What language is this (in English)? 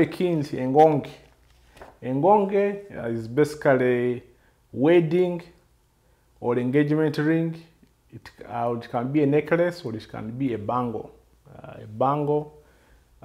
Nyoro